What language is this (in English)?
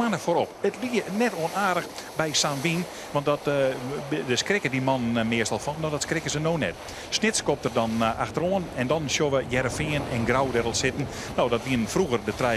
Western Frisian